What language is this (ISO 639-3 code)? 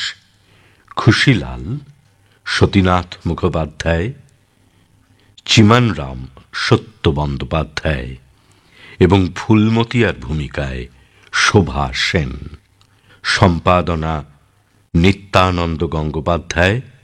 ben